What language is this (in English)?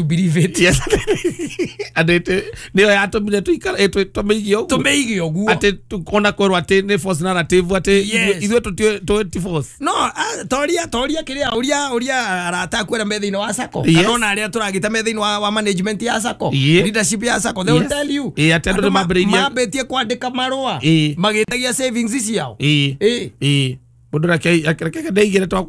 Kikuyu